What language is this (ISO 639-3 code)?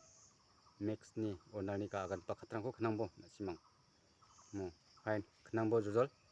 grt